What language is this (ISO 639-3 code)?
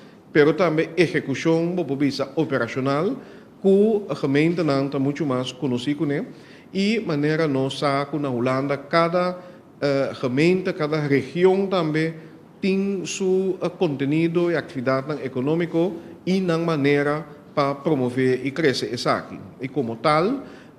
pap